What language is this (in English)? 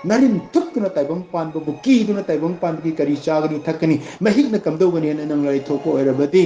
Manipuri